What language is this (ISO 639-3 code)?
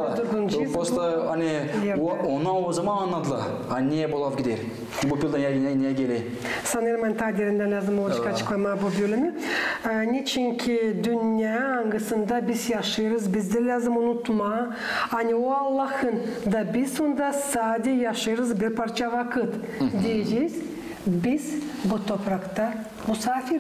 gag